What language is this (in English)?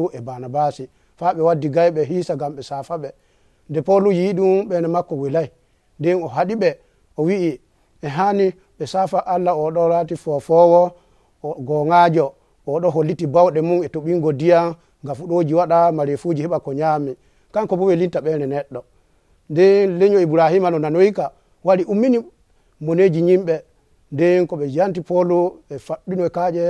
Nigerian Fulfulde